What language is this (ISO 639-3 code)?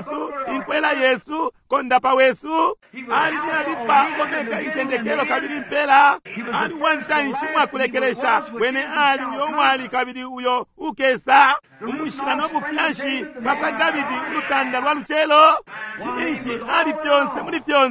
bem